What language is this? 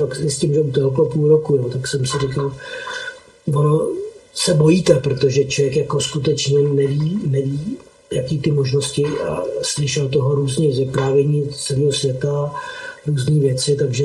Czech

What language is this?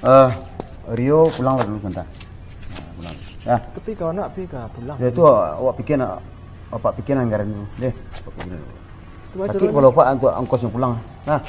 Minangkabau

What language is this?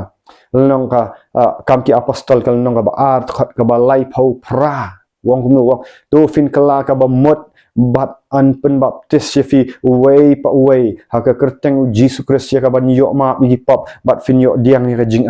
Khasi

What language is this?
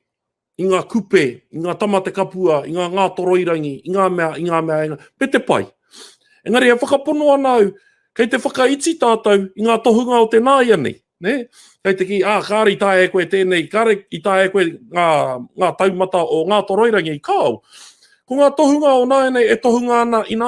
Māori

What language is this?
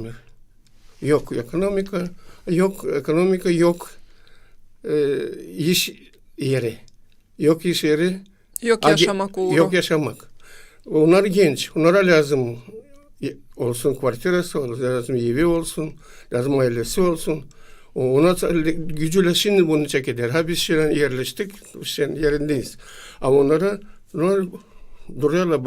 Gagauz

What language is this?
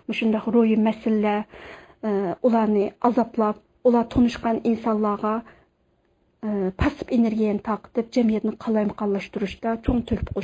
Uyghur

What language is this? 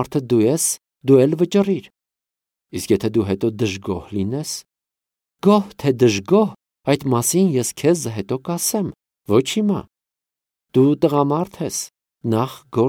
Armenian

